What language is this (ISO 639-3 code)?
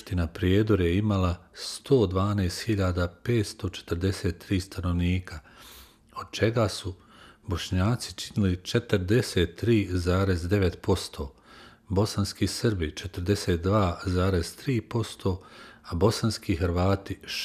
bos